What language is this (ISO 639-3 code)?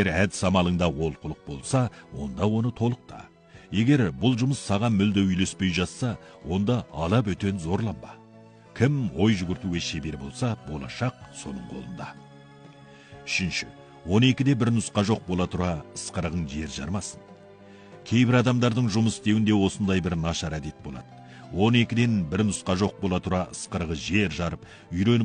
kaz